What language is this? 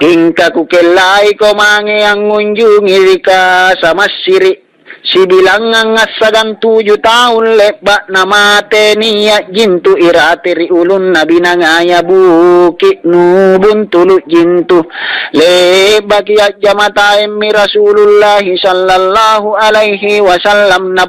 Makasar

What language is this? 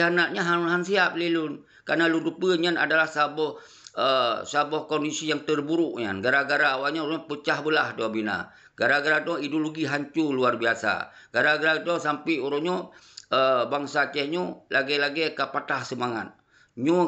Achinese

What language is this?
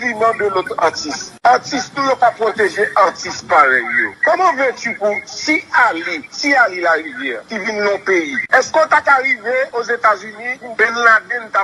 Haitian Creole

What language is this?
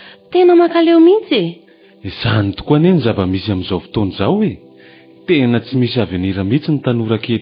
Malagasy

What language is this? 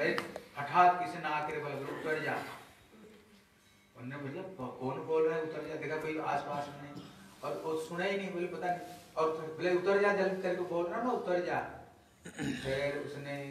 Hindi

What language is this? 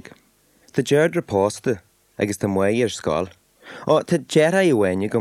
Irish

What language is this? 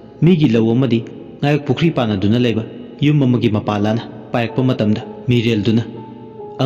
Manipuri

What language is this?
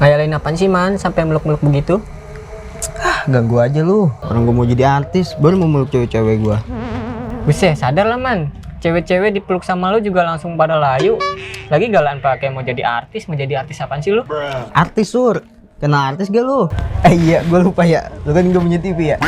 Betawi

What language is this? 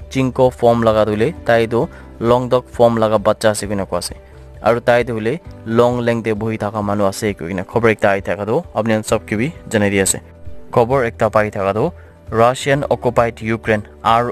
Naga Pidgin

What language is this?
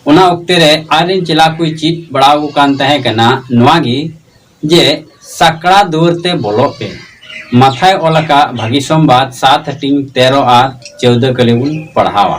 Santali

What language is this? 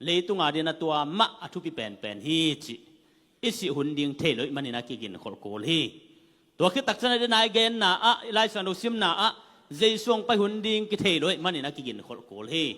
Tedim Chin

